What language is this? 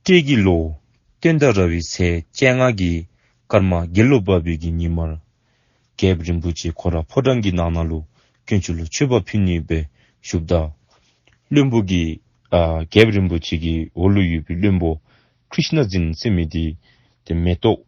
Dzongkha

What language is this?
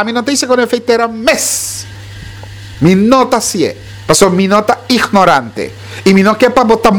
Papiamento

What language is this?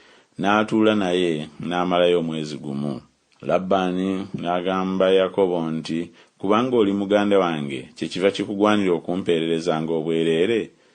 Ganda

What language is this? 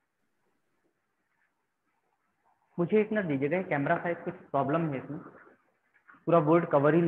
Hindi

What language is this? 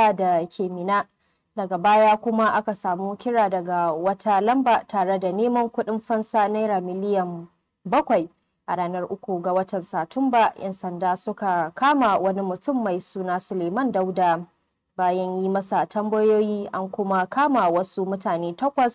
Hausa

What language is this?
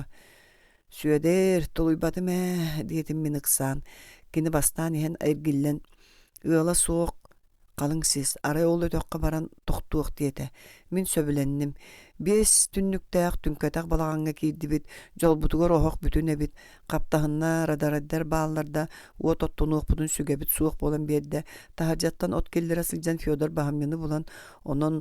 Yakut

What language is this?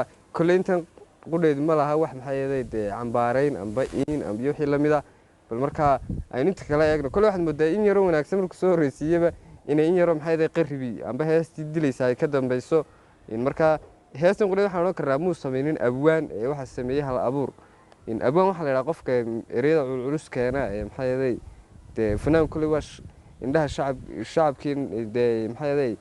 Somali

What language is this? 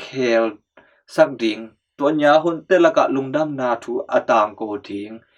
Tedim Chin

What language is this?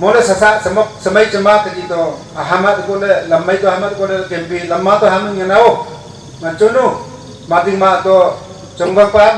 Wancho Naga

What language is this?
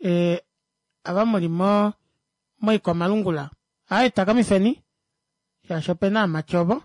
Kuanyama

